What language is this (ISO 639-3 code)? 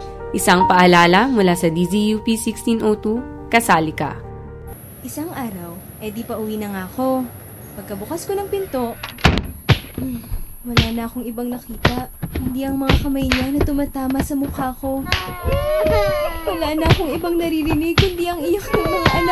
fil